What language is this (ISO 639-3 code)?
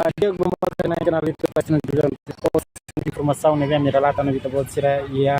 tet